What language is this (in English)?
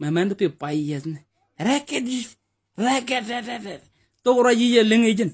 Nuer